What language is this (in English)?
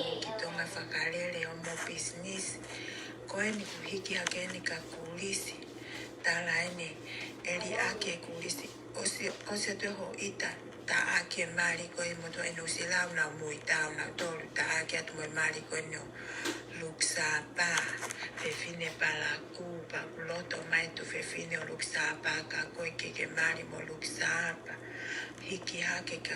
Tongan